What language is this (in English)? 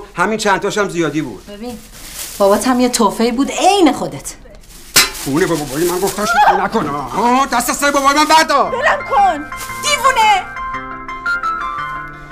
Persian